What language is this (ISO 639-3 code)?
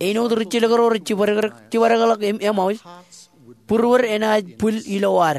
mah